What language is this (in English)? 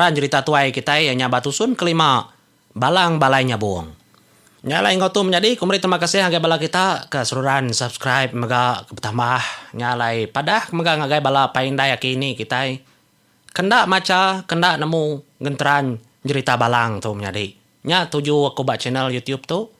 Iban